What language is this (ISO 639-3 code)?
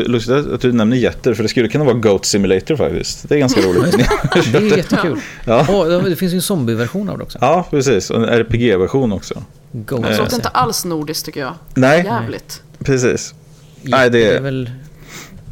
swe